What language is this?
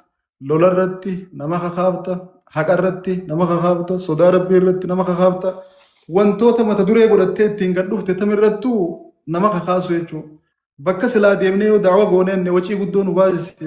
Oromo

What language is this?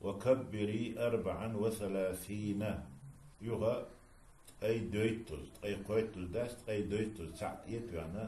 Chechen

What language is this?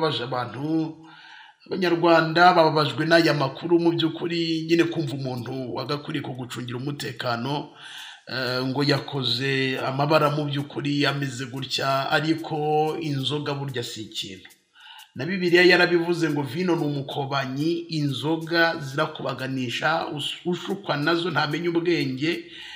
Kinyarwanda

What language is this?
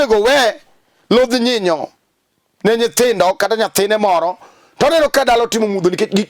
Luo (Kenya and Tanzania)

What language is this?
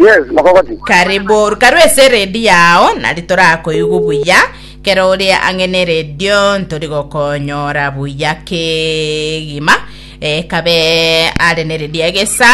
Gusii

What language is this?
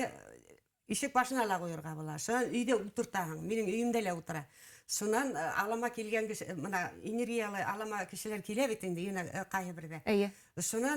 Bashkir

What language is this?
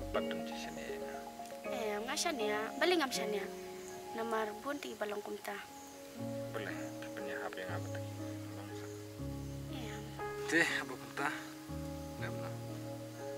Khasi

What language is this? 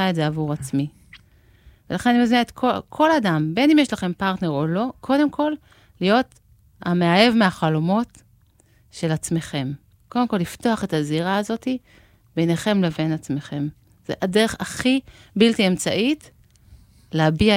Hebrew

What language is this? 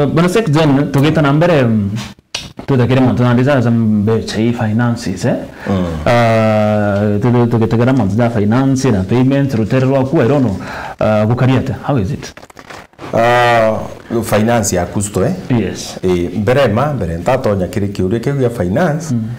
Meru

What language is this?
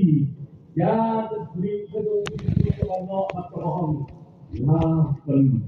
Khasi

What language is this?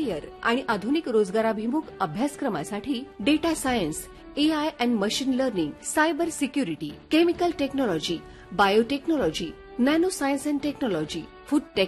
Marathi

